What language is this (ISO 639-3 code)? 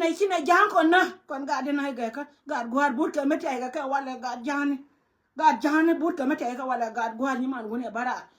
nus